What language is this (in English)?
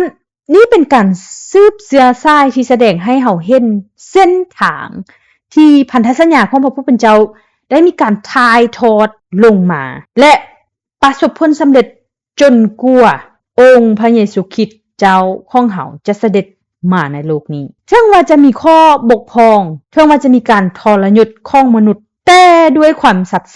Lao